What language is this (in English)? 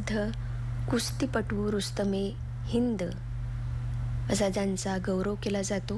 Marathi